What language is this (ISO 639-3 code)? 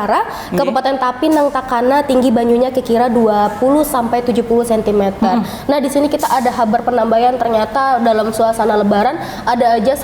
bjn